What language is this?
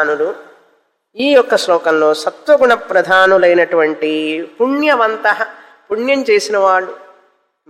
Telugu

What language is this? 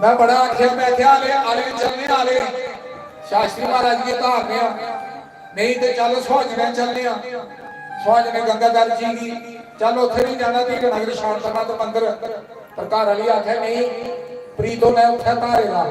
Dogri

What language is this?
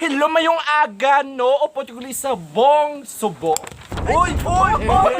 Hiligaynon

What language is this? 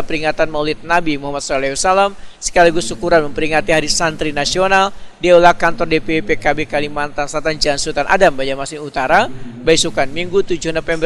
Banjar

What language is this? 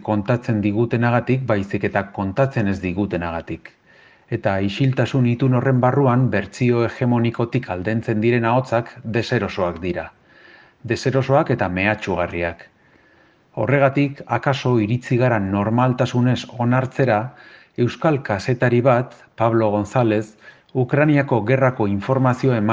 Basque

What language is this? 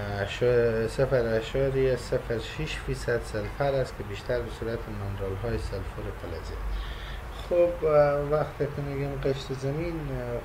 Persian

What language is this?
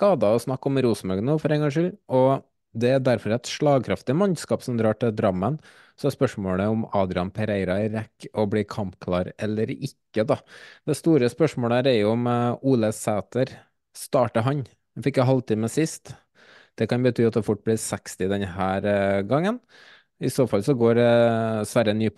Norwegian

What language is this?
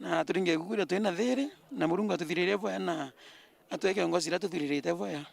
Meru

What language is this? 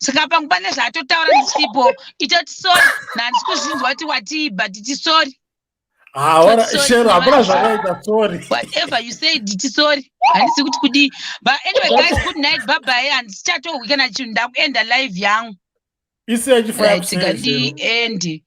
Shona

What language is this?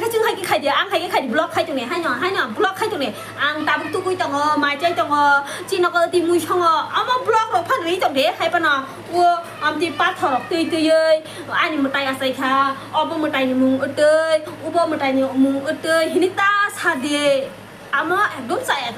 Kok Borok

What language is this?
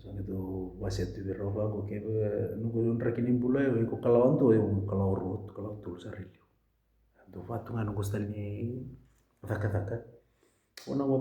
Fijian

